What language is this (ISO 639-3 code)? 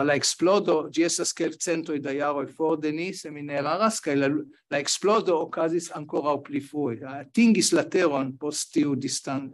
epo